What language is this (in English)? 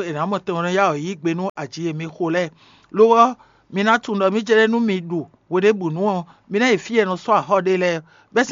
Fon